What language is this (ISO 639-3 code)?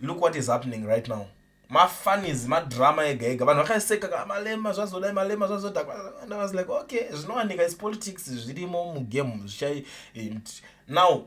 sna